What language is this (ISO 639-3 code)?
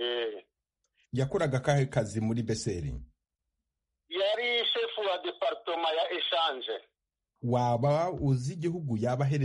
kin